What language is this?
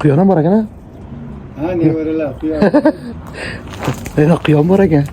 Uzbek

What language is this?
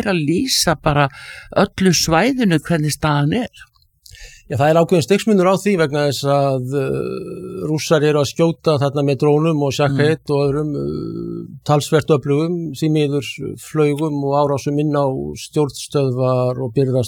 Icelandic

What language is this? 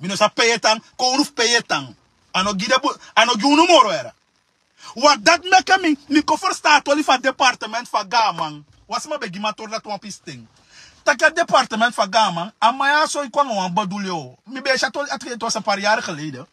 Sranan Tongo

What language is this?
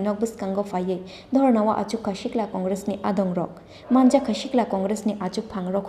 Kok Borok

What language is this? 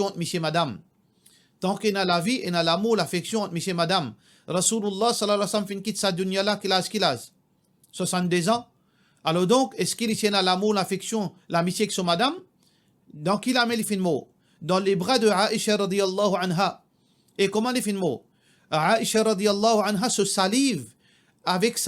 Morisyen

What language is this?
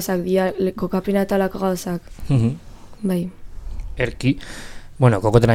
Basque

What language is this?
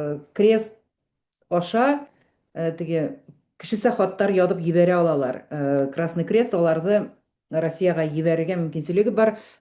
Bashkir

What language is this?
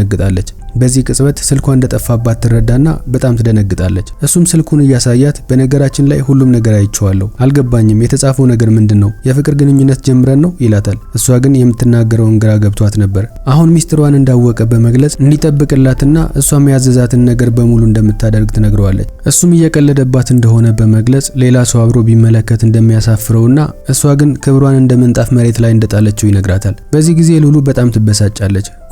Amharic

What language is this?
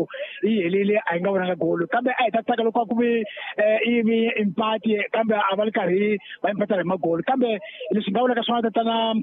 Tsonga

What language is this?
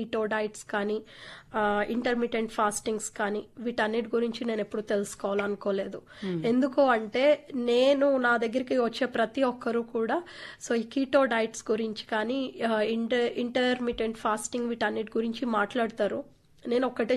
Telugu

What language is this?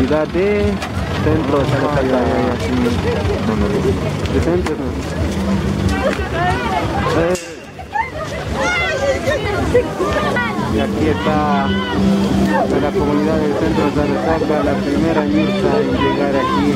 Spanish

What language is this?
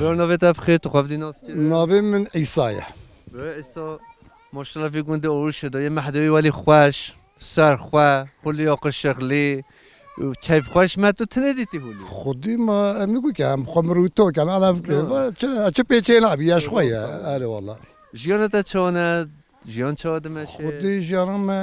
Kurdish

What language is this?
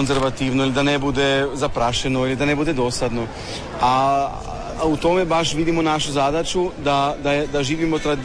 Croatian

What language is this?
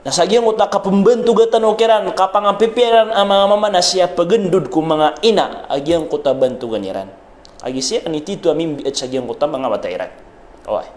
Maranao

